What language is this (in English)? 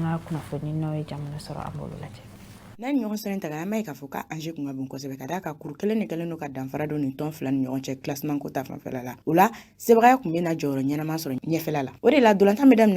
Bambara